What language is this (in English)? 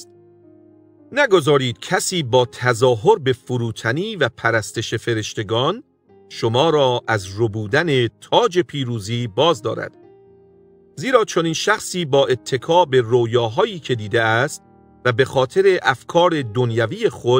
Persian